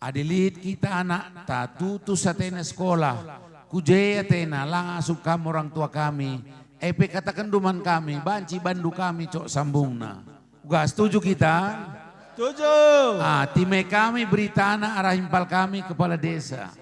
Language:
Batak Karo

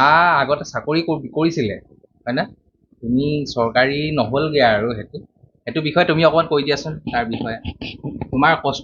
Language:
Assamese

